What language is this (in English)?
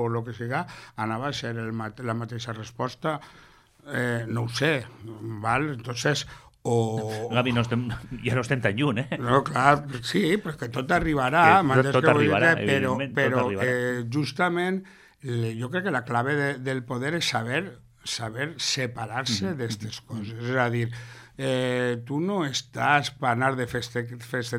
Catalan